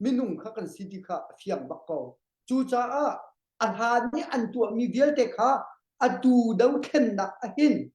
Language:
Hakha Chin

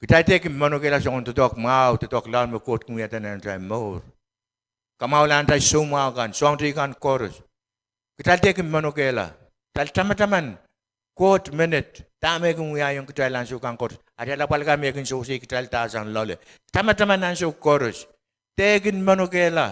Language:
Pohnpeian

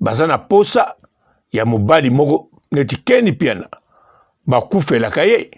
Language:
Lingala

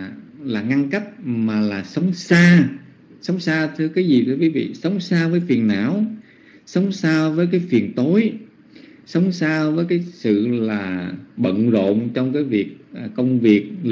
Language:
Vietnamese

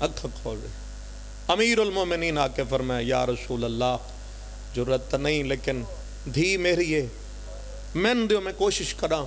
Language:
Pahari-Potwari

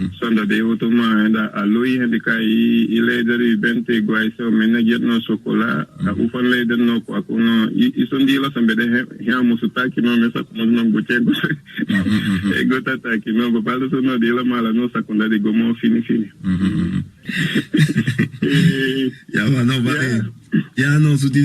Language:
Saramaccan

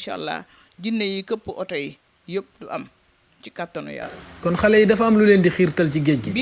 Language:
Wolof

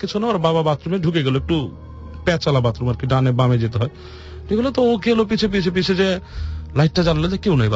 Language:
Bangla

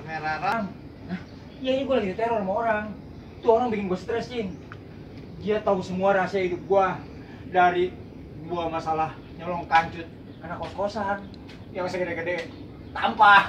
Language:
Betawi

